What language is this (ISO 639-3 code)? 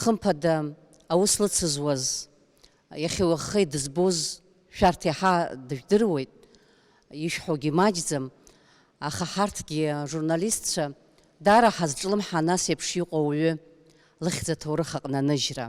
abk